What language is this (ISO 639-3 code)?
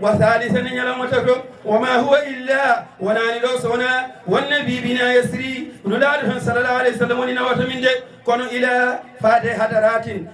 ful